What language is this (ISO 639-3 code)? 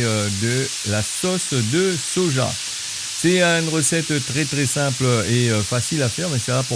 rcf